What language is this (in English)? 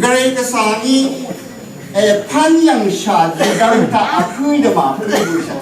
Rawang